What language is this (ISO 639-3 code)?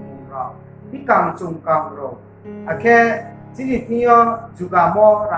ria